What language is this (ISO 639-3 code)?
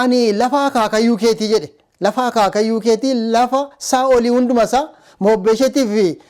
orm